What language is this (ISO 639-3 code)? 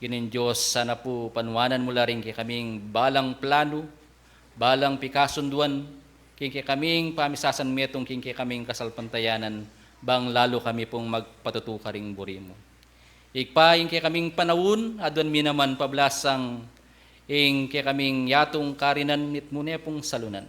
pam